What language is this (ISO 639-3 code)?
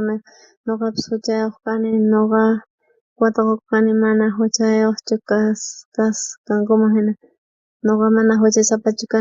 quh